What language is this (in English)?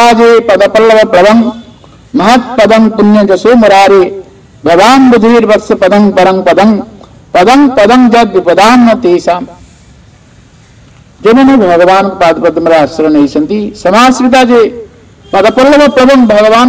Odia